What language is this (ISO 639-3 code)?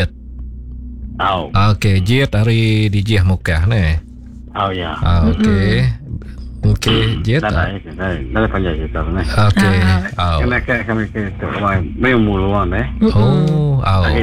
msa